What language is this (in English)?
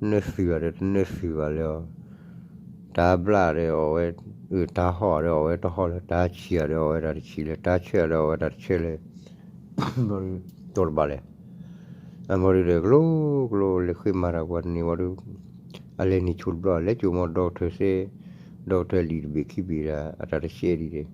S'gaw Karen